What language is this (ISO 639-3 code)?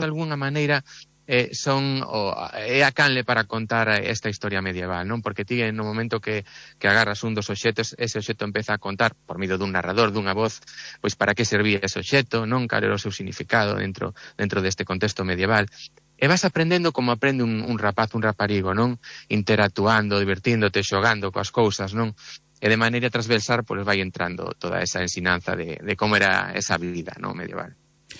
glg